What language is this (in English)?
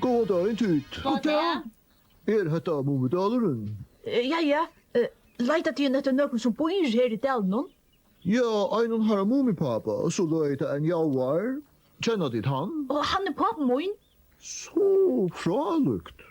Faroese